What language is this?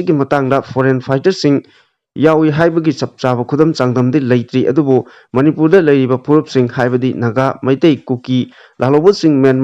Manipuri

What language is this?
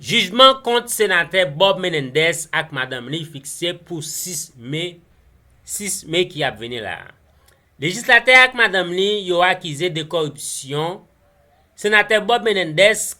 Haitian Creole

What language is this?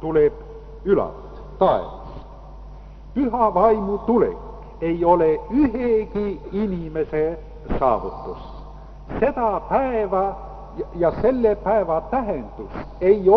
Estonian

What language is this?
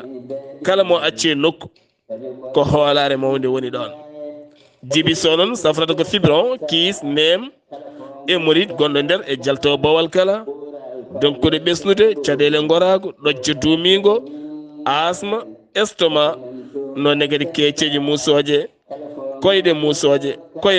Fula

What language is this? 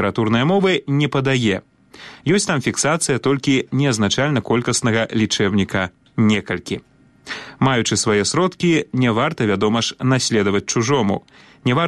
Belarusian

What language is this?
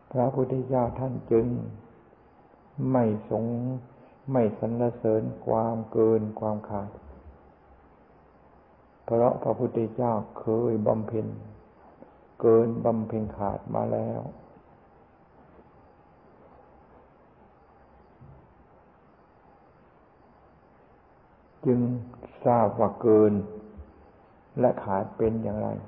Thai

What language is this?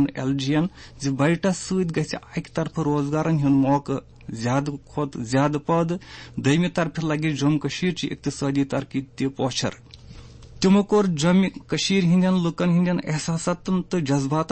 Kashmiri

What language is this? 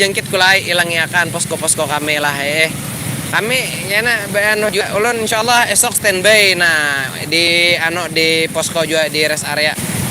Banjar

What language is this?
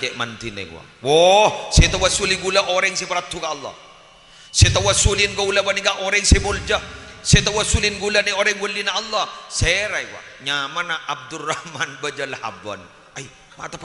Madurese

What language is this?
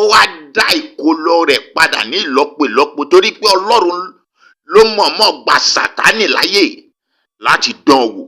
Yoruba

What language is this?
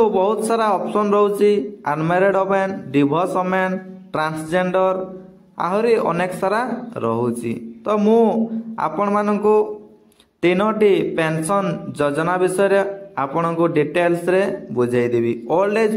Odia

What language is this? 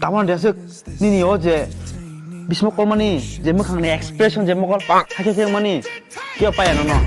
Kok Borok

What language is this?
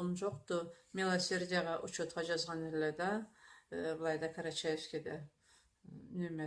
Karachay-Balkar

